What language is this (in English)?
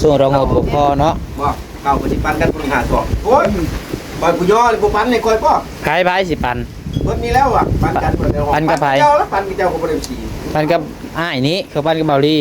Northeastern Thai